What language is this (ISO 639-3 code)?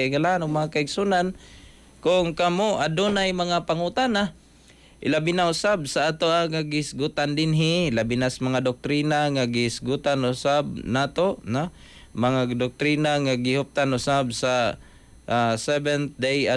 ceb